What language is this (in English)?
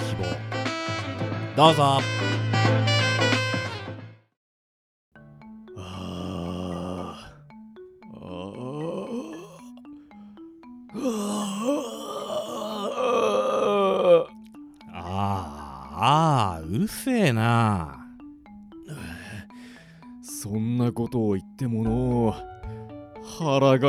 Japanese